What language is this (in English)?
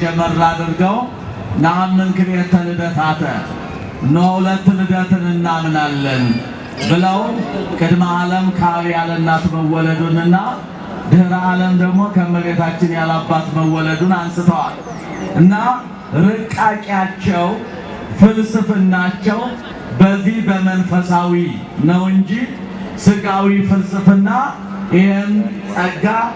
Amharic